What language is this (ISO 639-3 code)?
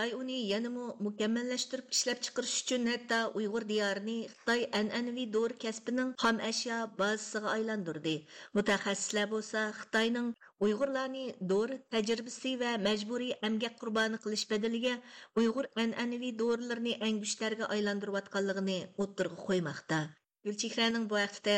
uig